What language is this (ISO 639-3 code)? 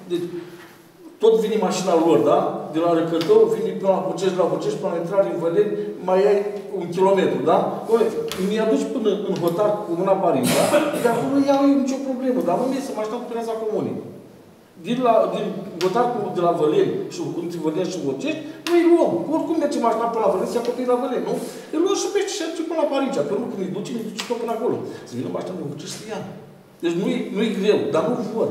ron